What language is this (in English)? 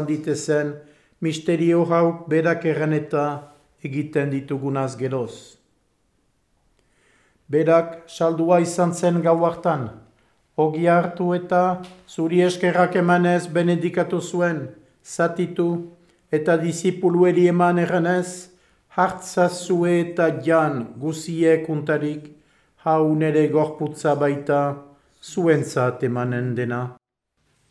Basque